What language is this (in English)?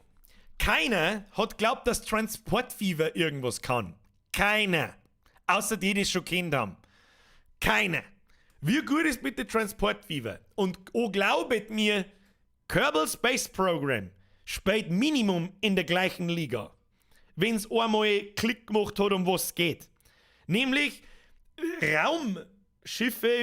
Bavarian